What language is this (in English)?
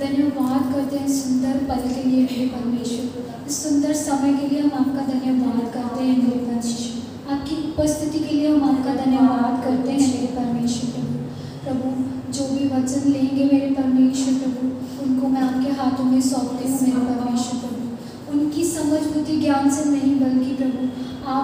Hindi